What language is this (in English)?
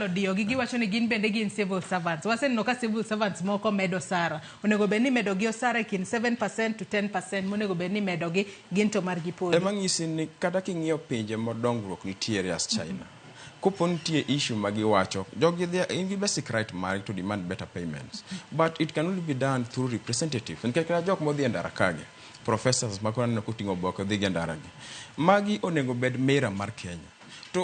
Luo (Kenya and Tanzania)